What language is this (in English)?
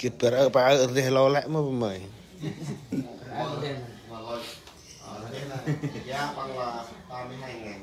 Central Mnong